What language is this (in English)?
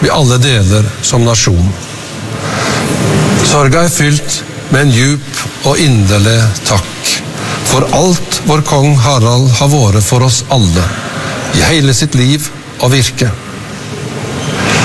Norwegian